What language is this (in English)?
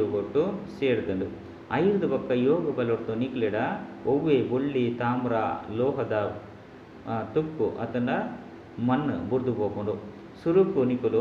Tulu